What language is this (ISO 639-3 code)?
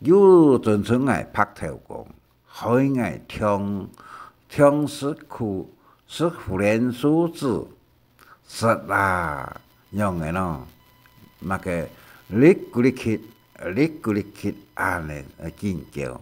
hak